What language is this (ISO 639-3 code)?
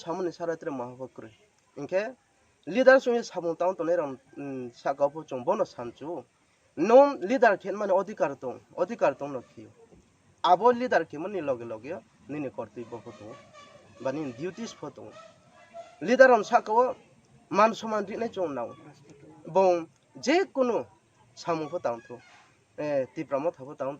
ria